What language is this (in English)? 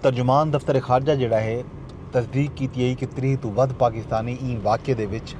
Saraiki